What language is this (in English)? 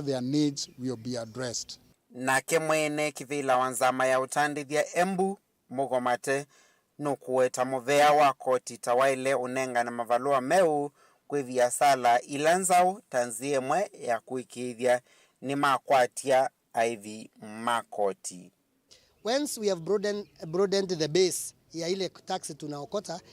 Kamba